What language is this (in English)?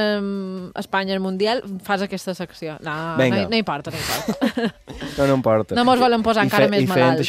Catalan